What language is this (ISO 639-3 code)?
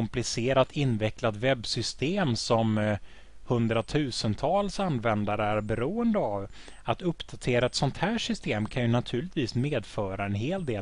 swe